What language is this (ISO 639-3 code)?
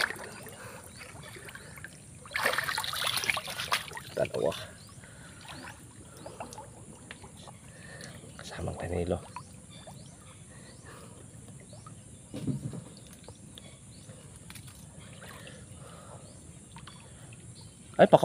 fil